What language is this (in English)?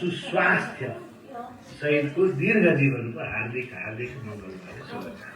Nepali